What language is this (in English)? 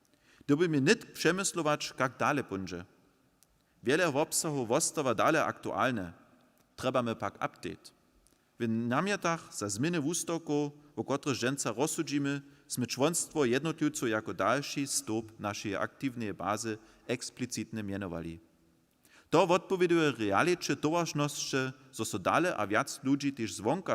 Upper Sorbian